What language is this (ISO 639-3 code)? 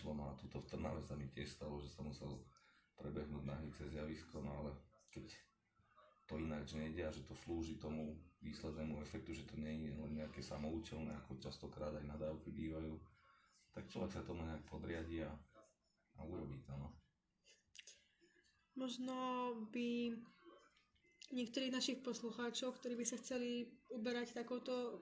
slk